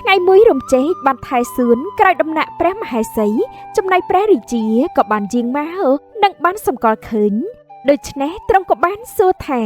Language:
Khmer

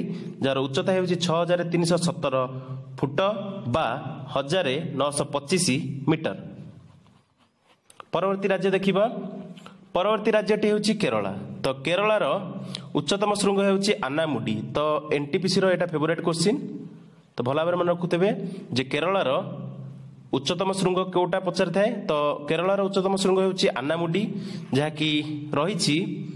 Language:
Odia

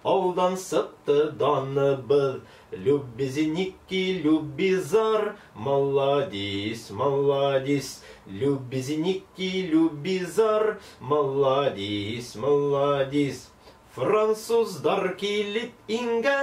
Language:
Bashkir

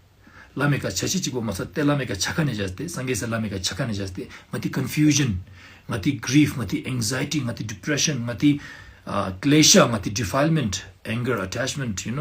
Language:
Ladakhi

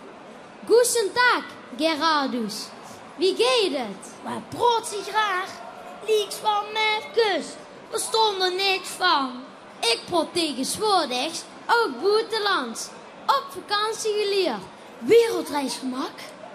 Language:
Limburgish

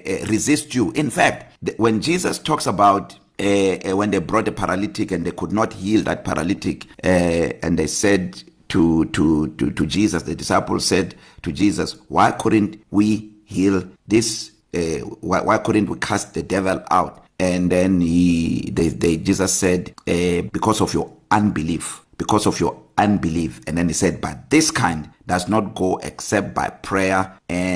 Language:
English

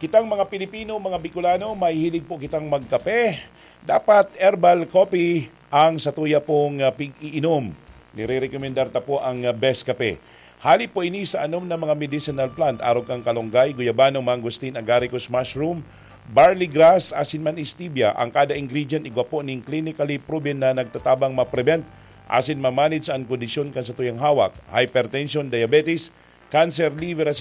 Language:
Bikol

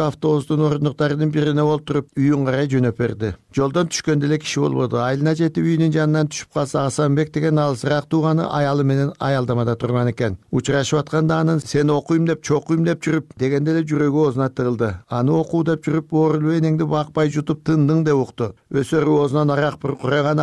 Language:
Kyrgyz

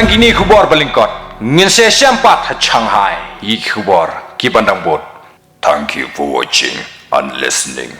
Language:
Khasi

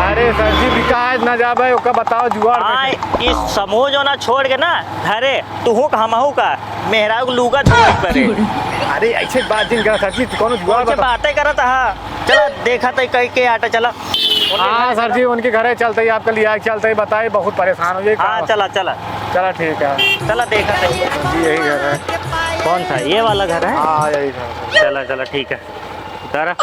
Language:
Awadhi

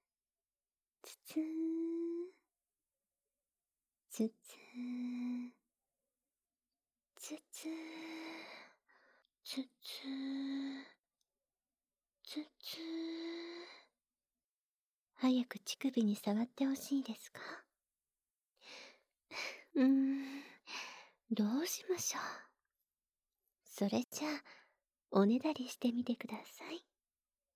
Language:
Japanese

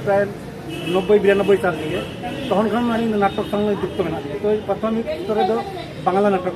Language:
Santali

